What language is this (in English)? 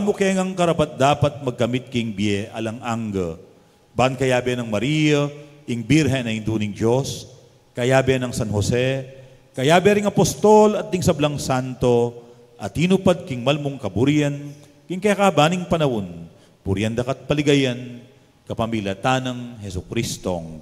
Pampanga